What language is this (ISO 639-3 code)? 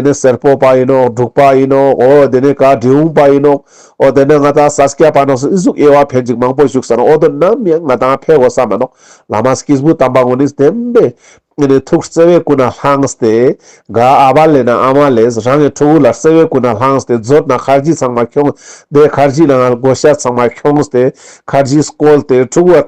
lbj